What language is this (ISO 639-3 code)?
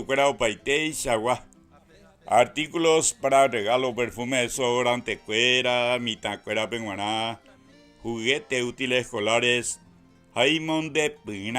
grn